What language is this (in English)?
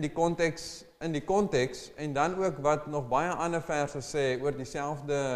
Afrikaans